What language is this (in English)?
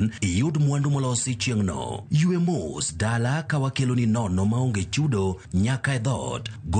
Luo (Kenya and Tanzania)